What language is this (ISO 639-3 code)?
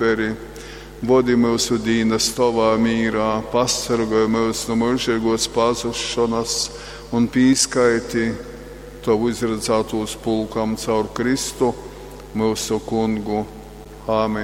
ltg